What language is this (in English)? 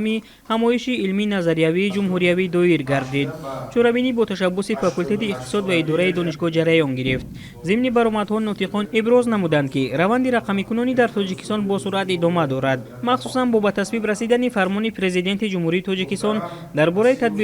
Tajik